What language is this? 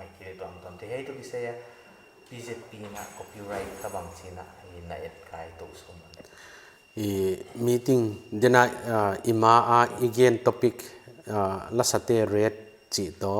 Paite Chin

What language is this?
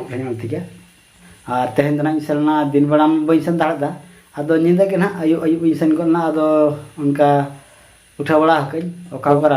Santali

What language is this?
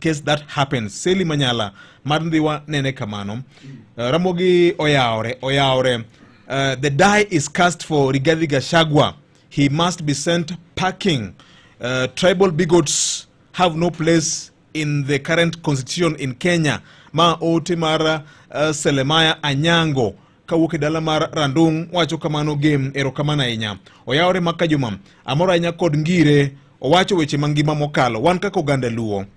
Luo (Kenya and Tanzania)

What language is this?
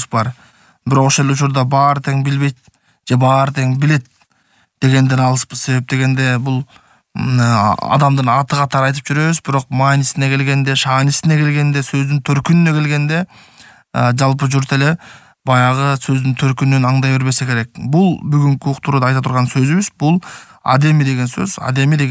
Kyrgyz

